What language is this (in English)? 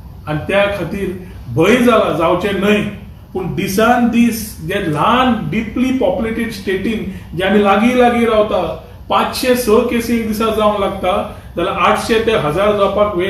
Konkani